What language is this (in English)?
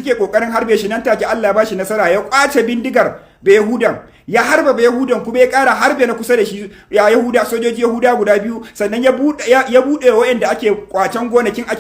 Hausa